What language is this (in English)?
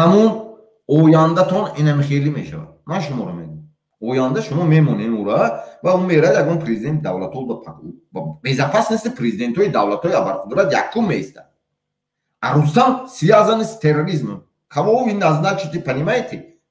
Tajik